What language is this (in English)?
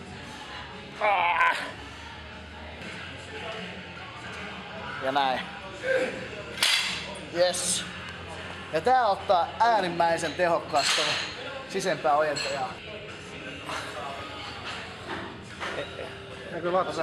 Finnish